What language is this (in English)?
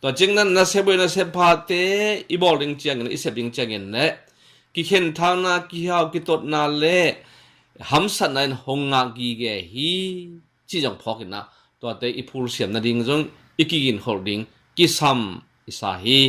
Tedim Chin